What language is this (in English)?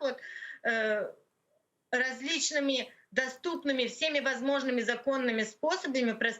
Crimean Tatar